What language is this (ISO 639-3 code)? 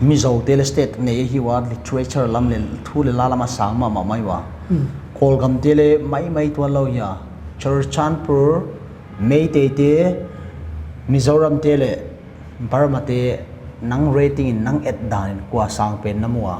pck